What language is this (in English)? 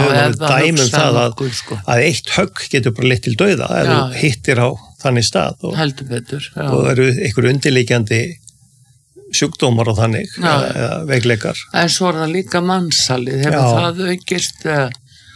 Icelandic